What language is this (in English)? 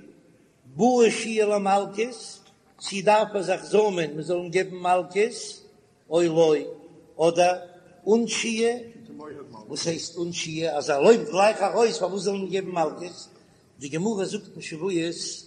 Yiddish